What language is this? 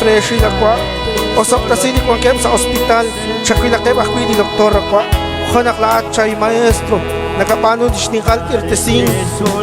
Kekchí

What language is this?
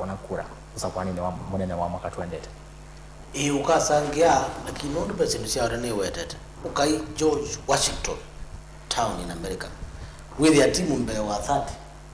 Kamba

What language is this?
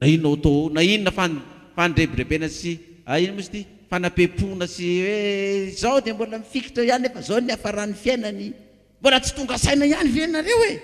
Malagasy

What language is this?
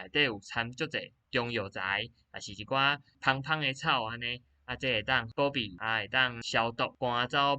Min Nan Chinese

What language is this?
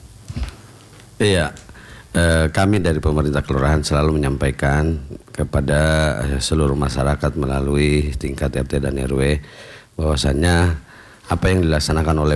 Indonesian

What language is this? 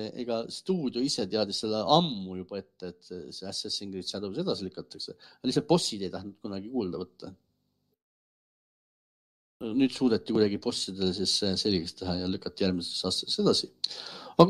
Estonian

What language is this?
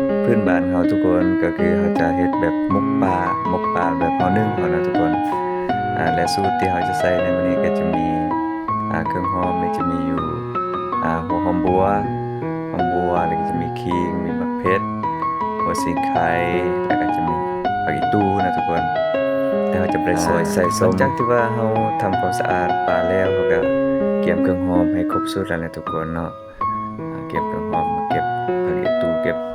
Lao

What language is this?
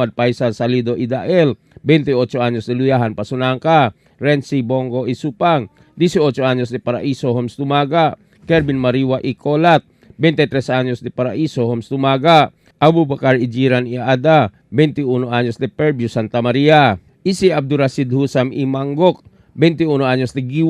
Chavacano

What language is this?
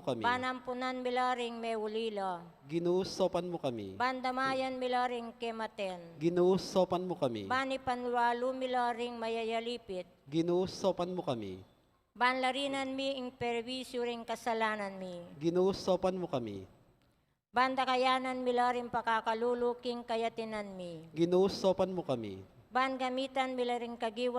Pampanga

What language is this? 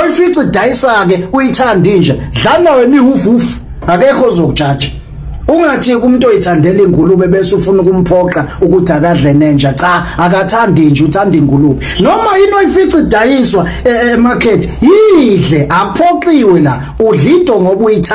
Zulu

